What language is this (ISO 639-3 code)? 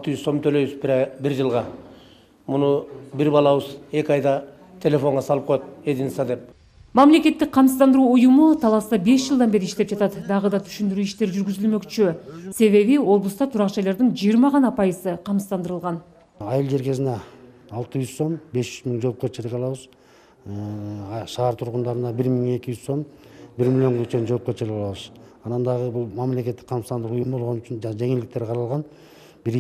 kir